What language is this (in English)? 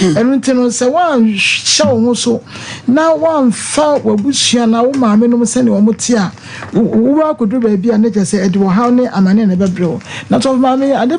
Akan